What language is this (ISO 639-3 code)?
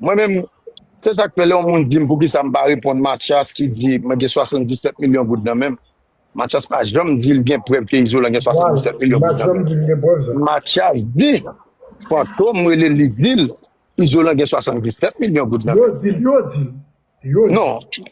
hat